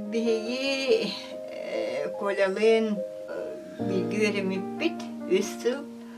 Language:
Yakut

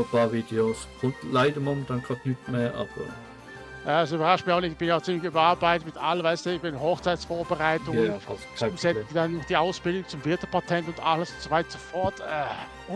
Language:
Swiss German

